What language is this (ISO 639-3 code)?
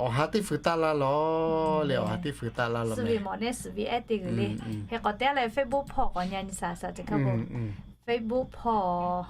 lhu